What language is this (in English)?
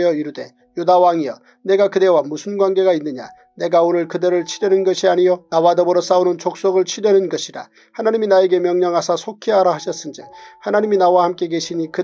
Korean